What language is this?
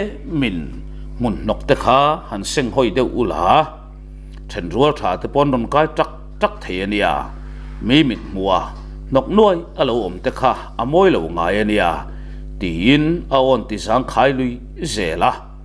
Mizo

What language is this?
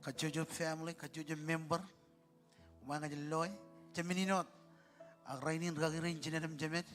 Marshallese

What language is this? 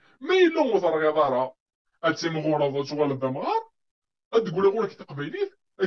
Kabyle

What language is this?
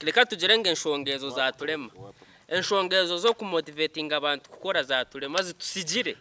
Nyankole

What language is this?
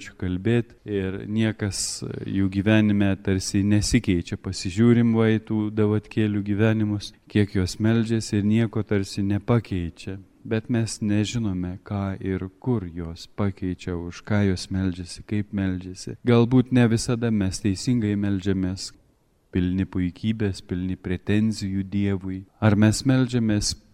Lithuanian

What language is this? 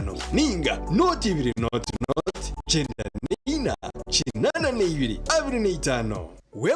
Nyankole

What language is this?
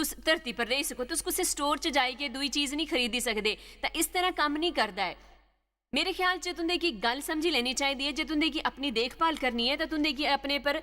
Dogri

